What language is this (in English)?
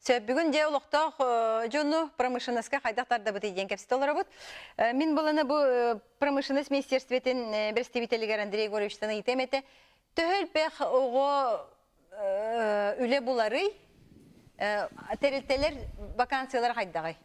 Yakut